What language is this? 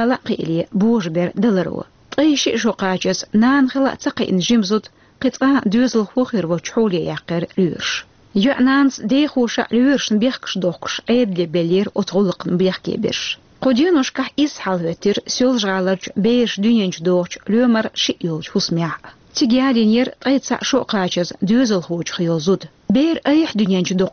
Chechen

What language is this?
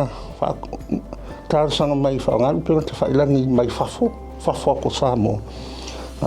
Samoan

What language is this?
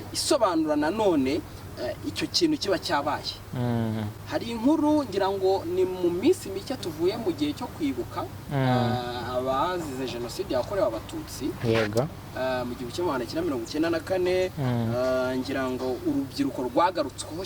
Kinyarwanda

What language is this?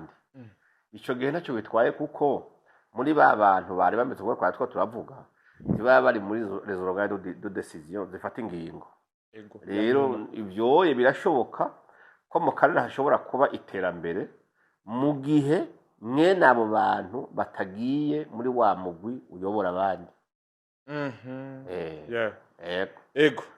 Rundi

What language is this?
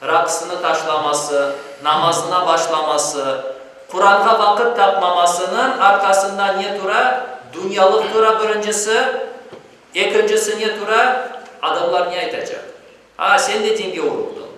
Crimean Tatar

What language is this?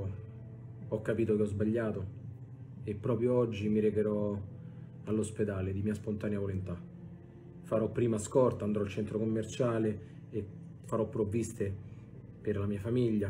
Italian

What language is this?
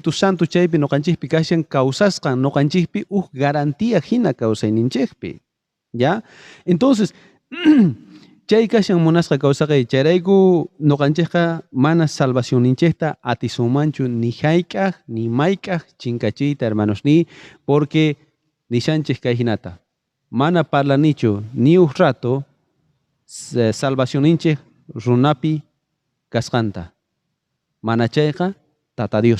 South Bolivian Quechua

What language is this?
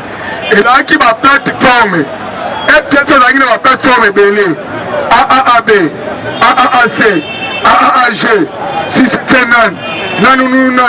Lingala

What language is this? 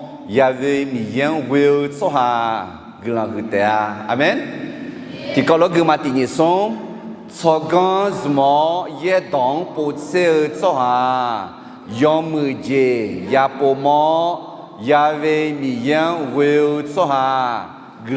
Akha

